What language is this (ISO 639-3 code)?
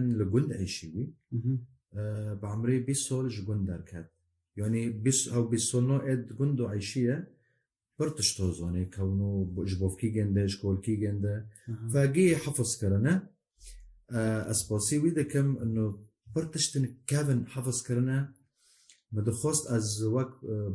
kur